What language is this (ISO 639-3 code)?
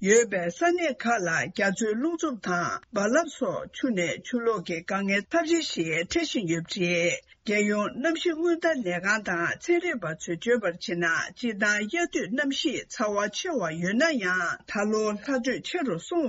bod